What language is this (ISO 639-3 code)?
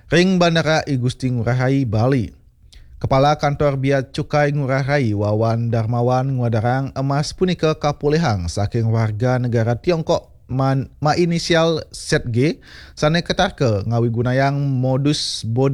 ban